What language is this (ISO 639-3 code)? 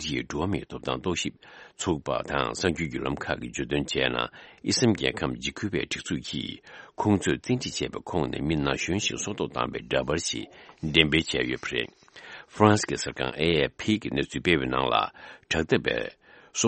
bod